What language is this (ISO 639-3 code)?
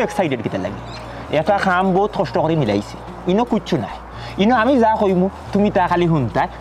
syl